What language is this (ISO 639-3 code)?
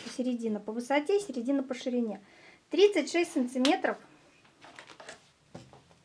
rus